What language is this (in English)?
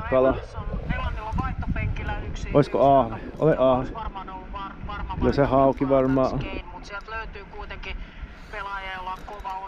Finnish